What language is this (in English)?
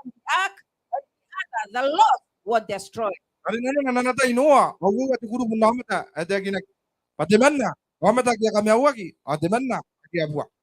Gilbertese